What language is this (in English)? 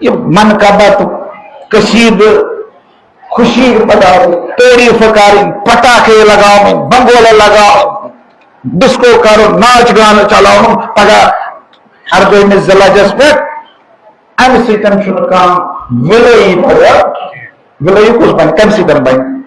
Kashmiri